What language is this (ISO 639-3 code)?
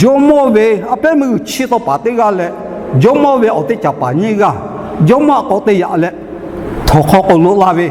lhu